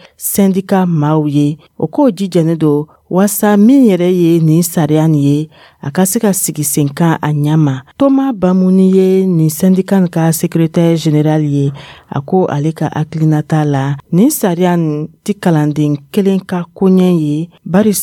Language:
Dyula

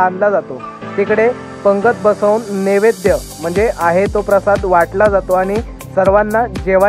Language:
Marathi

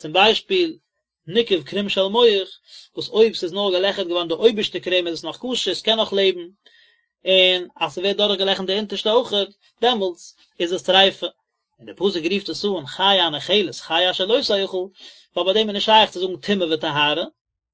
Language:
Yiddish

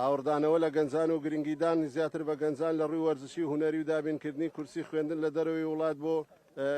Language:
Central Kurdish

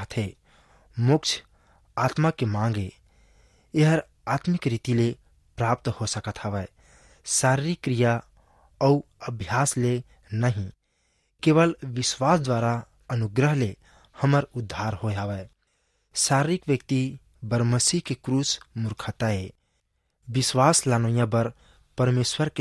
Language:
Chhattisgarhi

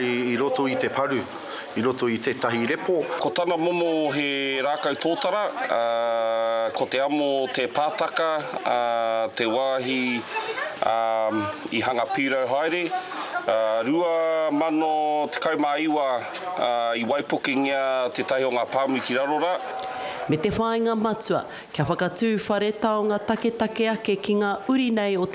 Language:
Māori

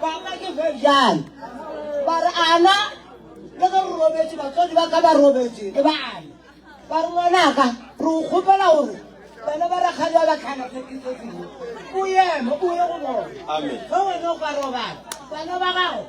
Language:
Northern Sotho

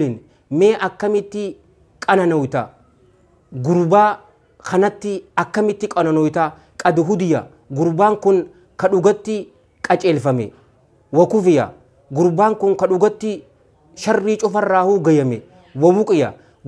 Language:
Oromo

